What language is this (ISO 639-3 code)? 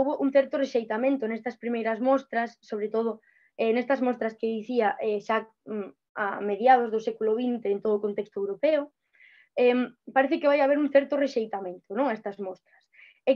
glg